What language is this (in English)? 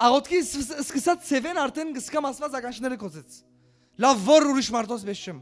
Western Armenian